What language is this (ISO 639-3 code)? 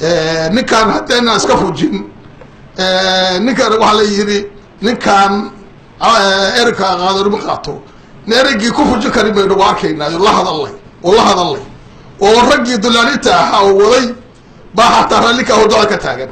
som